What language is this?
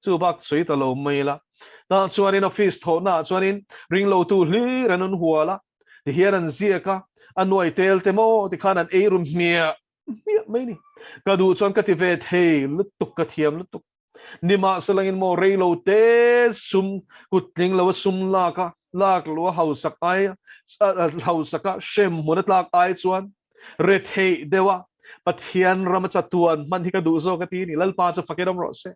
Mizo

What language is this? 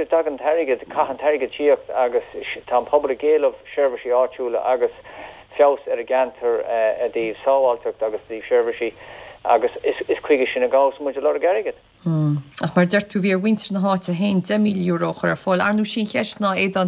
Irish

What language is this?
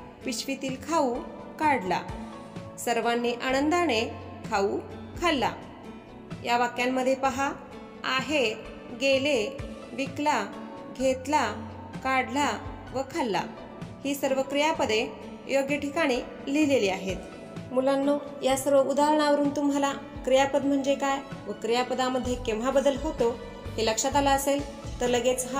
Marathi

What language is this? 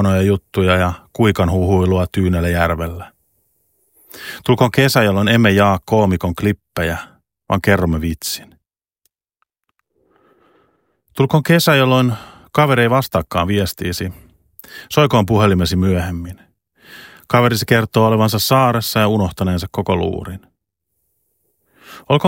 Finnish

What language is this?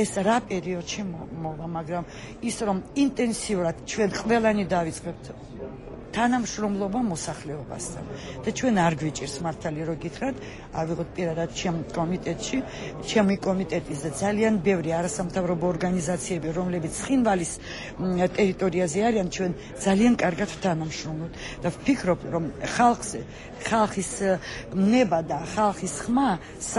Georgian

